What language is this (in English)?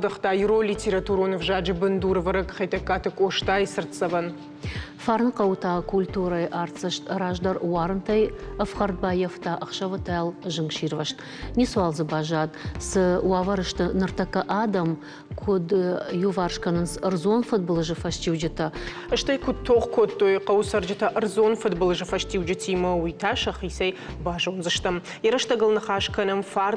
Ossetic